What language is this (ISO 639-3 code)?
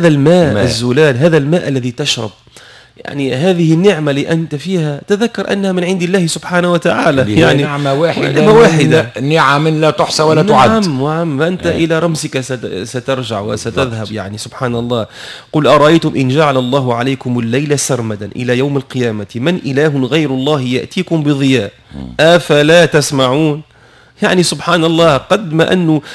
aeb